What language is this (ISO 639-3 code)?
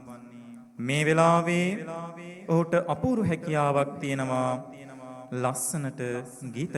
sin